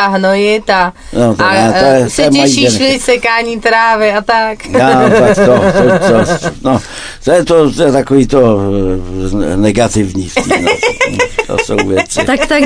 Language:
Czech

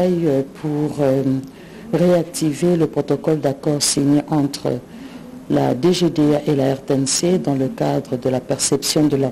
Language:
French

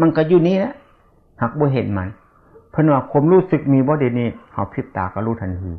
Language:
Lao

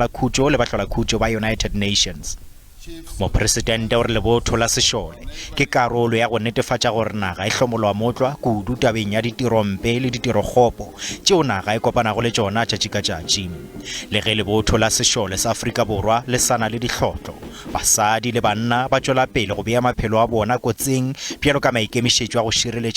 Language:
Northern Sotho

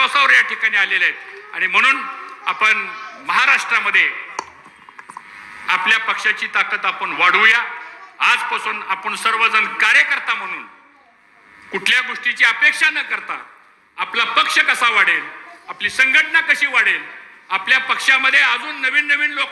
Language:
Marathi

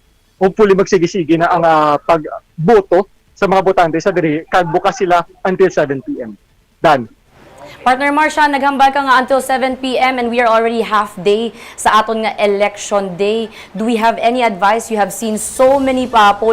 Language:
Hiligaynon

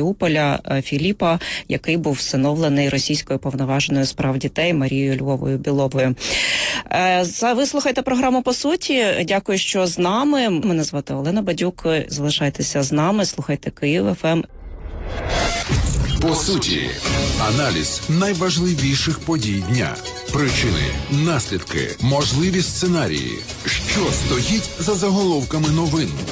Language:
Ukrainian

